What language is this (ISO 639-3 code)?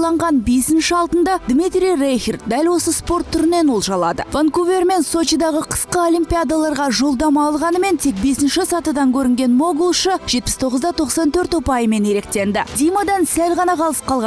kaz